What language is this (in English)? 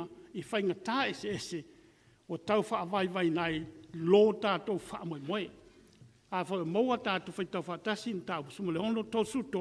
Samoan